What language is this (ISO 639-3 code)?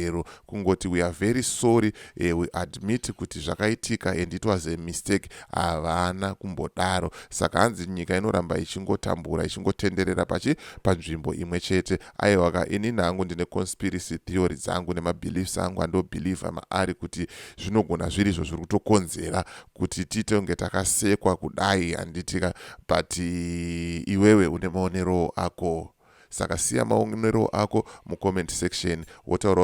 sna